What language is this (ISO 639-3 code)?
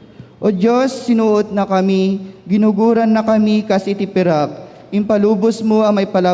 ilo